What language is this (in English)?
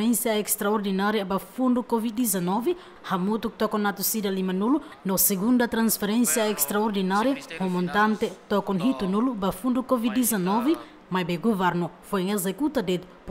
Tetum